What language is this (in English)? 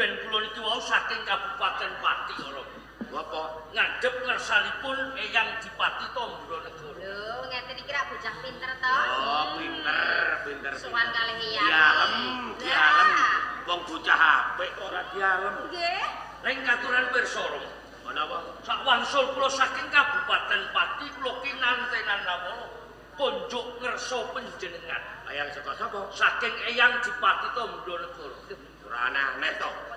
Javanese